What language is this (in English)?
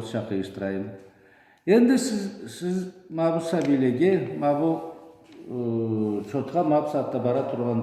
Karachay-Balkar